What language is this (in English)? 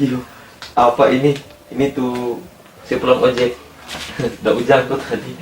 Manado Malay